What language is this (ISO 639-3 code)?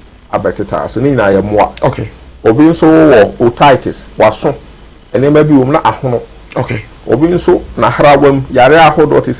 aka